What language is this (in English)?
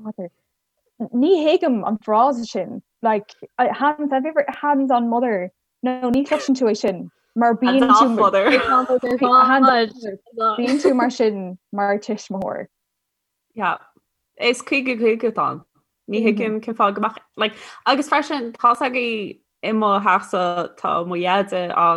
Irish